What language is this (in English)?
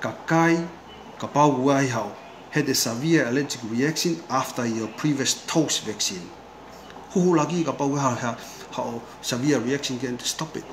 Tongan